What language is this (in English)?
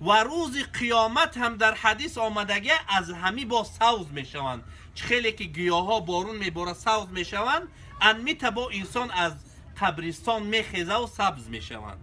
Tajik